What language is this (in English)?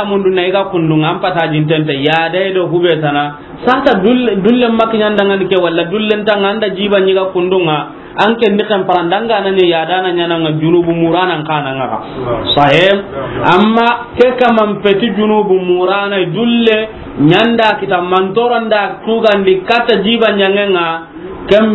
Soninke